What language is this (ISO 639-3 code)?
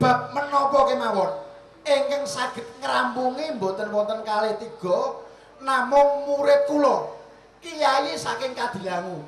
jav